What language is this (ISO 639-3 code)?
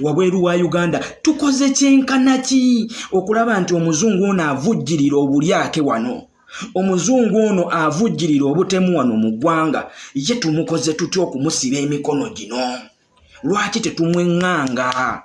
lug